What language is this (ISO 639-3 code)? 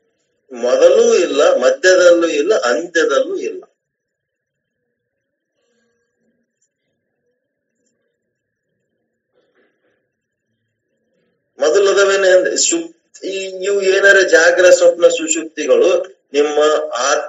kan